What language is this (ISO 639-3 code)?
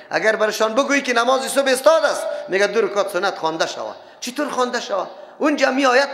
fas